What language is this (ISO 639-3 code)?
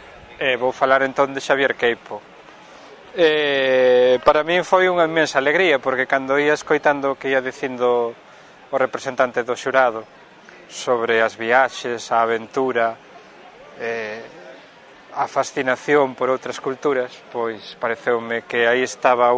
glg